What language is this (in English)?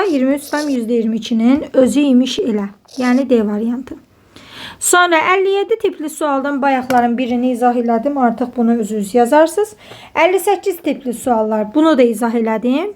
Azerbaijani